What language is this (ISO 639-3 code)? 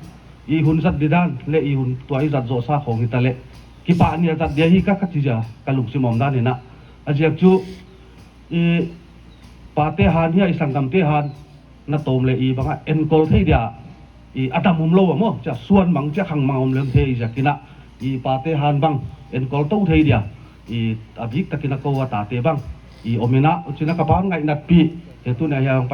pck